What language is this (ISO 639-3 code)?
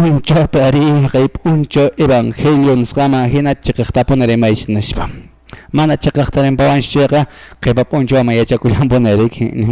que